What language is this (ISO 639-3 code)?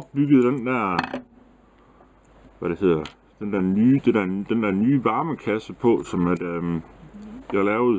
dan